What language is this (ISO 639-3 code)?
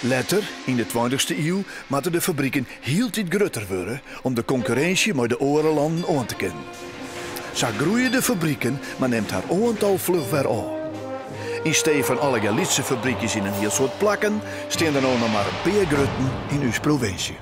fry